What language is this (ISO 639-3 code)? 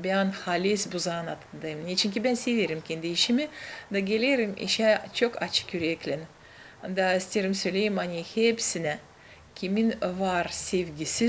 gag